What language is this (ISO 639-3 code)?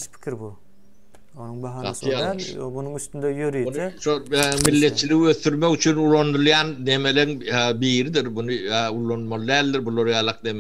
tuk